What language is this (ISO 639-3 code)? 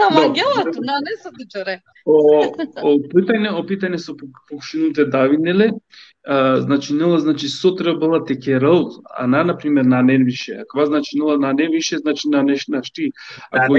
rmn